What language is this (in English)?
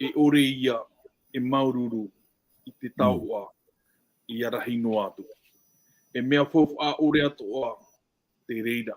Tahitian